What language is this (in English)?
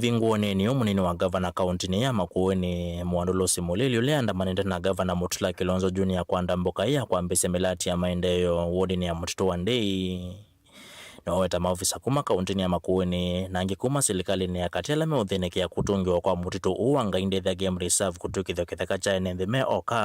Kamba